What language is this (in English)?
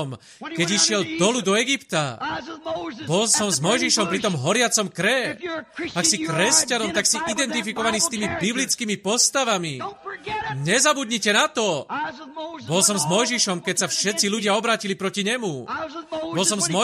Slovak